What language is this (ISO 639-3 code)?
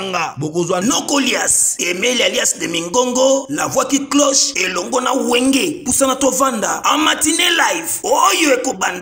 lin